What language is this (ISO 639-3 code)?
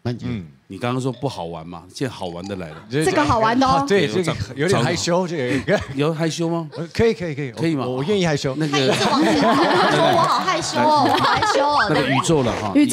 zho